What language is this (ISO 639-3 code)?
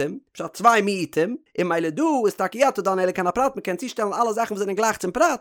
yid